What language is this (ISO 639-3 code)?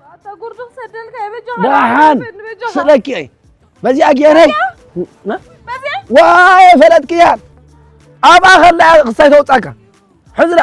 tir